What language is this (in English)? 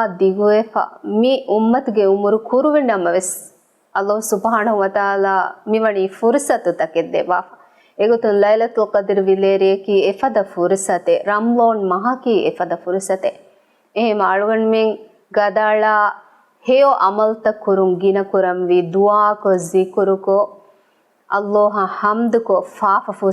Divehi